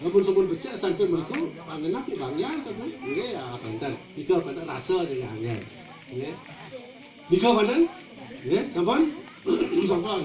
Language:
Balinese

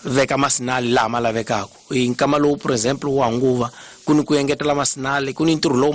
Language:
Tsonga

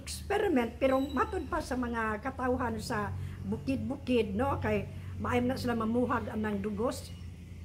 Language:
Cebuano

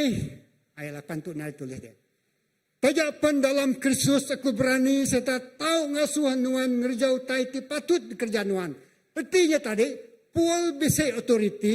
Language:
Iban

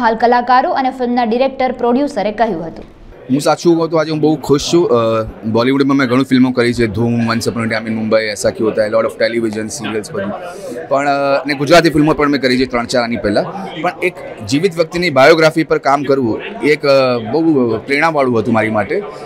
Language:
Gujarati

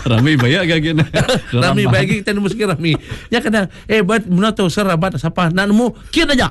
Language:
Iban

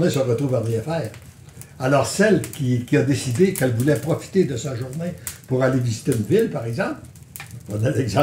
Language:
French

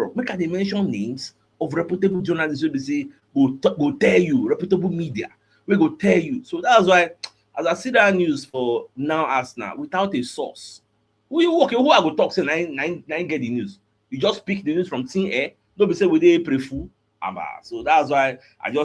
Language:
Nigerian Pidgin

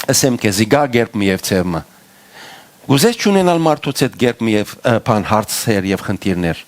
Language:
Western Armenian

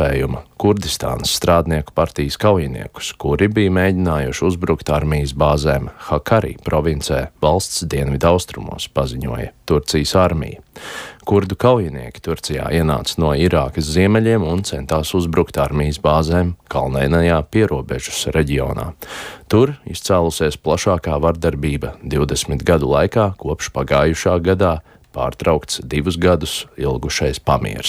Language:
Latvian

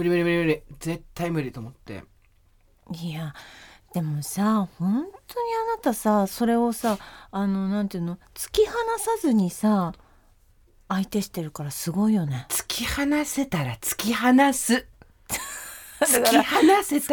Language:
Japanese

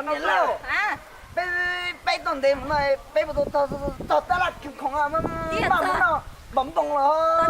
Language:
Hmong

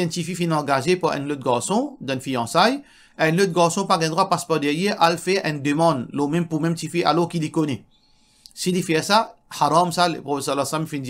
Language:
Morisyen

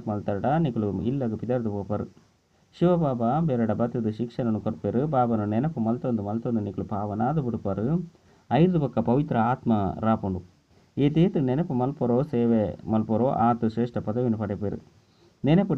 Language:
Tulu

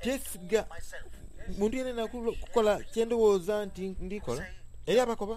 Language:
Soga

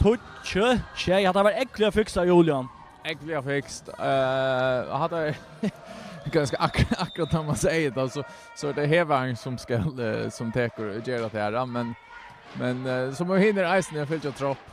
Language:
Faroese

